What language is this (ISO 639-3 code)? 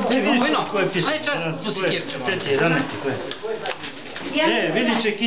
srp